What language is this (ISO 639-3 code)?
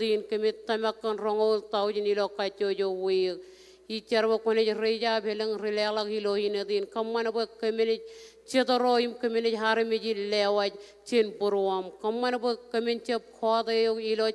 mah